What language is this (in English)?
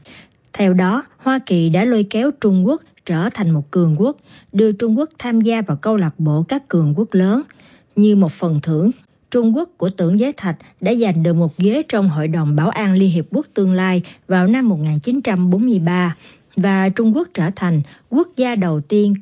Vietnamese